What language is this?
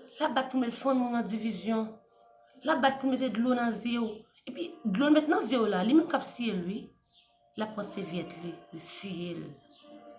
Haitian Creole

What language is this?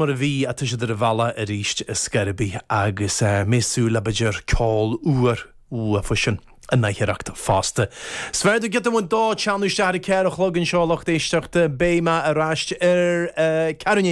Irish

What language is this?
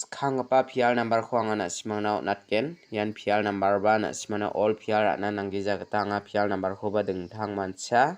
Garo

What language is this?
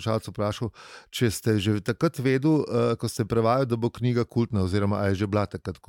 Slovenian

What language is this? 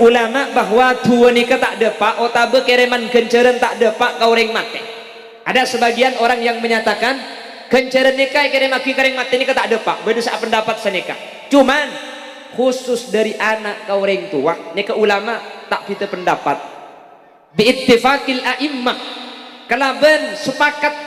Madurese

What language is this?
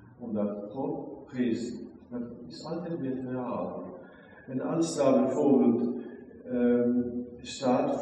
Dutch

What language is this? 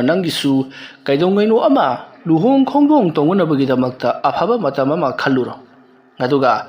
Manipuri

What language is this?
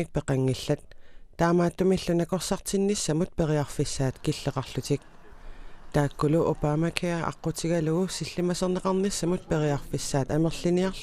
Kalaallisut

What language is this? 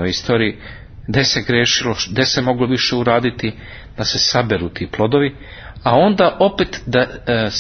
Serbian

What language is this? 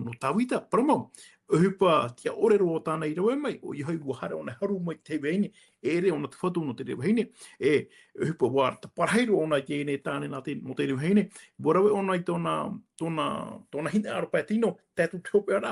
Tahitian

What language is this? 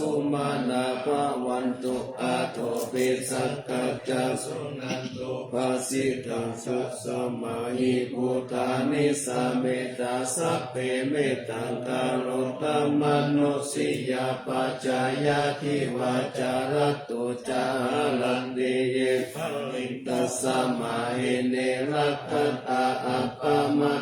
Pali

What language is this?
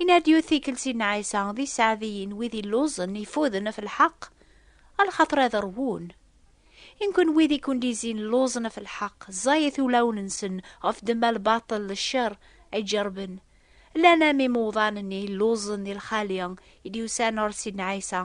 Kabyle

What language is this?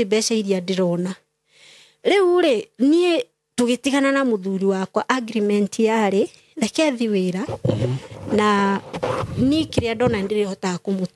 Kikuyu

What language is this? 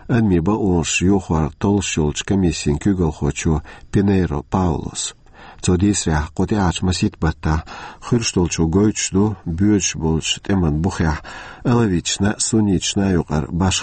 Chechen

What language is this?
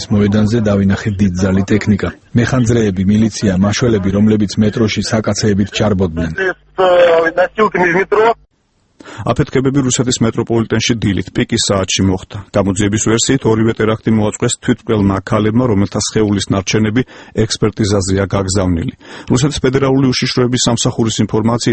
Georgian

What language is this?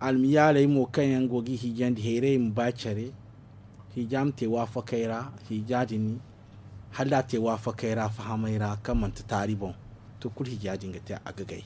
Zarma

